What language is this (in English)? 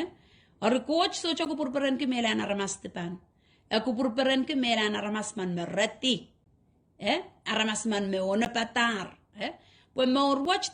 Pohnpeian